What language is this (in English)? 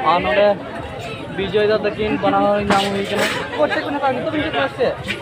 Santali